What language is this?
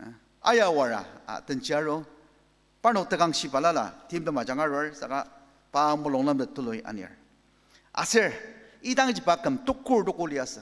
Ao Naga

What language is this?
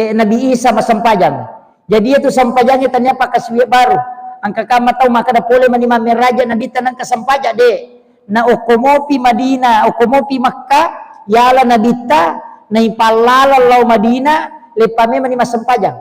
Buginese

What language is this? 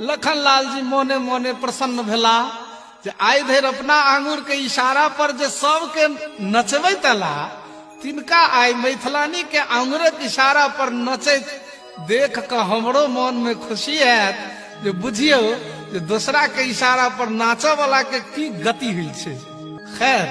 Maithili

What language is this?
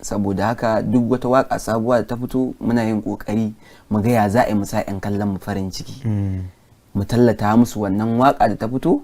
Hausa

